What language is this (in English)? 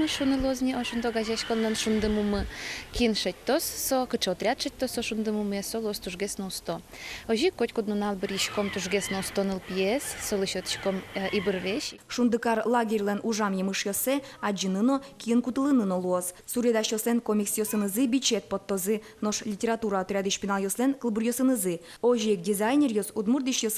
Udmurt